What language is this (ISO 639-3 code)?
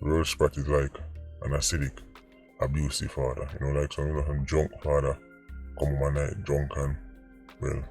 jam